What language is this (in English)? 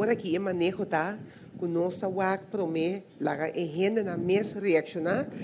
Papiamento